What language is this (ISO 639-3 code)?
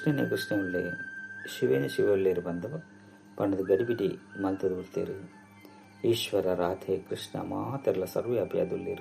tcy